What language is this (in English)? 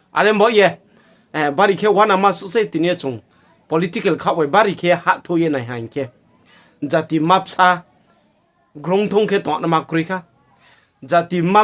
Riang (India)